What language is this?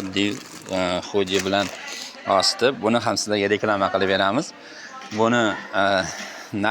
Uzbek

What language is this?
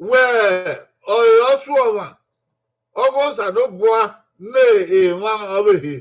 Bini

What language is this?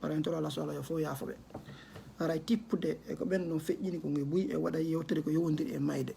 Fula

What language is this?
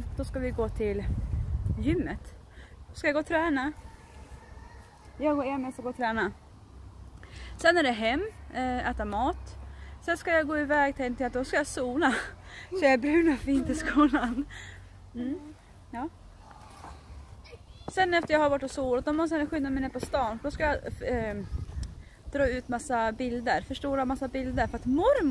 Swedish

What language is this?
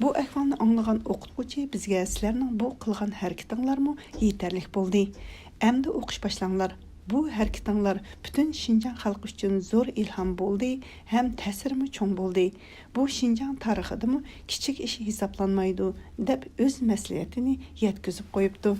Uyghur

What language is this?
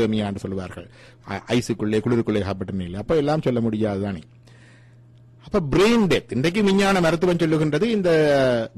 Tamil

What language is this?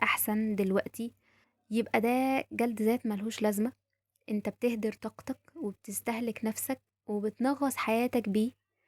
Egyptian Arabic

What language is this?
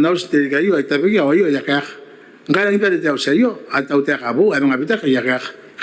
Gilbertese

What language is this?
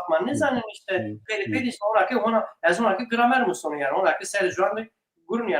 Zaza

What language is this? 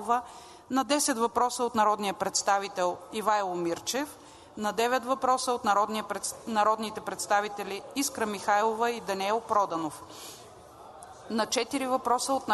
Bulgarian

